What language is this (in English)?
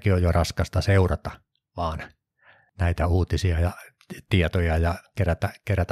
Finnish